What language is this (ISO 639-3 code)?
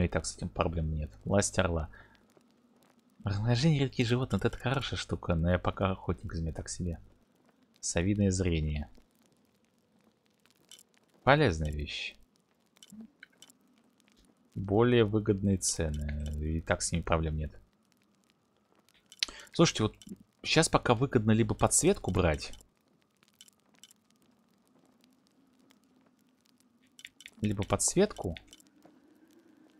rus